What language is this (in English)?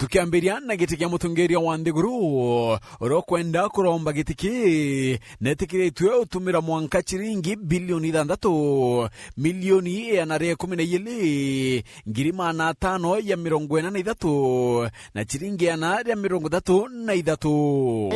Meru